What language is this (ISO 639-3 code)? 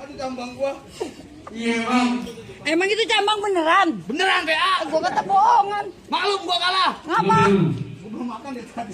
bew